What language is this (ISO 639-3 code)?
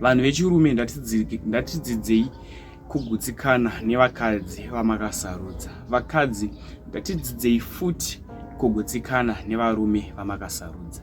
sna